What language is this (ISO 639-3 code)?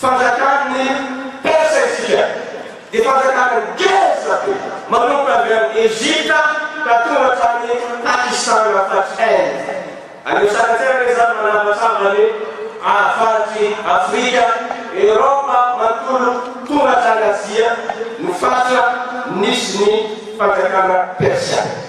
mlg